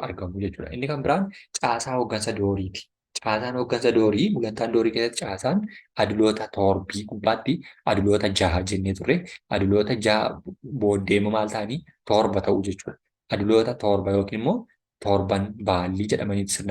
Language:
Oromo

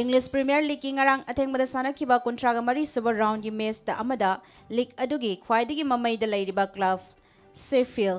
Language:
Manipuri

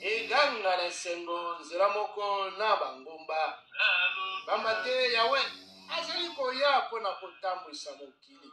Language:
Lingala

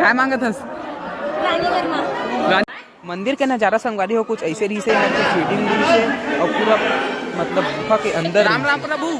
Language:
Chhattisgarhi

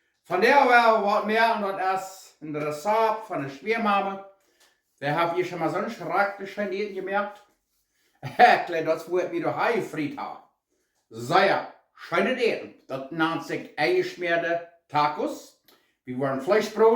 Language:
Plautdietsch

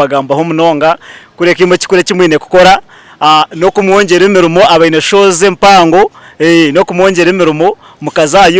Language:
Nyankole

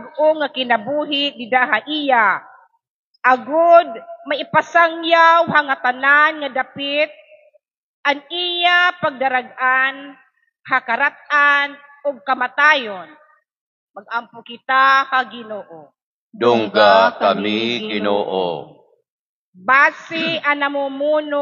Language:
Waray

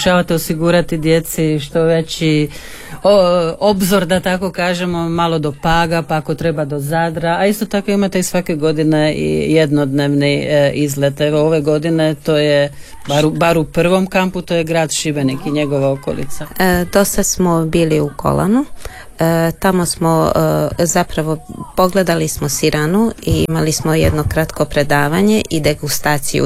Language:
Croatian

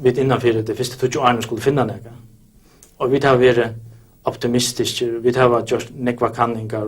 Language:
Faroese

